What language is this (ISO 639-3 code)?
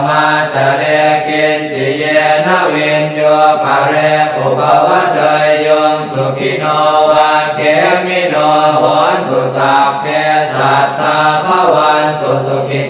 pli